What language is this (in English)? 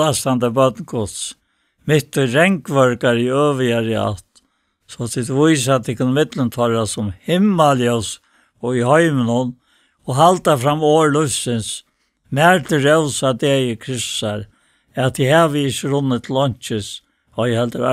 Faroese